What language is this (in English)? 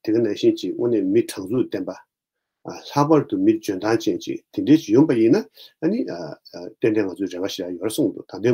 Tibetan